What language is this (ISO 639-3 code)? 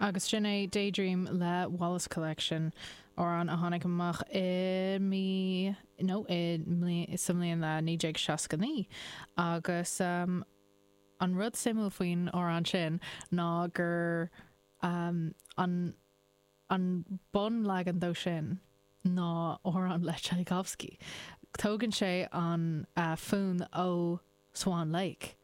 gle